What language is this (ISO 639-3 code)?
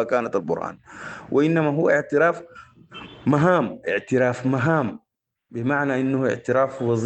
apd